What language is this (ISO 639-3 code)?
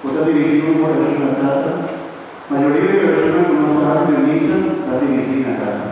pap